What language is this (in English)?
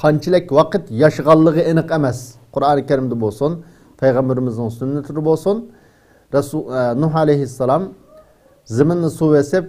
Uyghur